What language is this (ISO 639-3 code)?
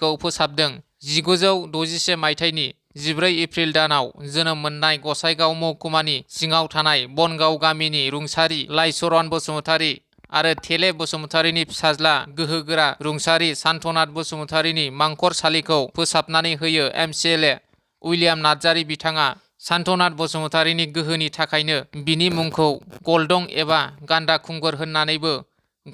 brx